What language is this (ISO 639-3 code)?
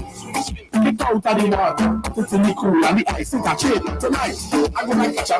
pap